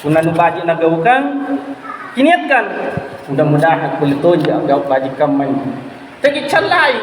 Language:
Makasar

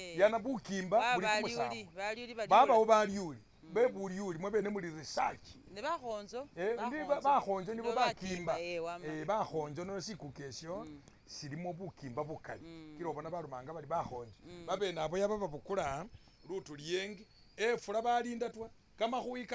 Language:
Masaaba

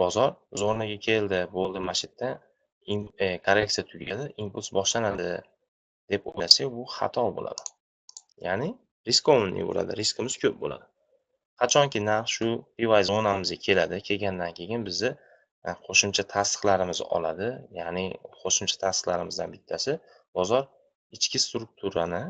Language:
Uzbek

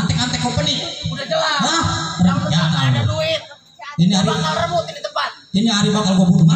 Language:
Betawi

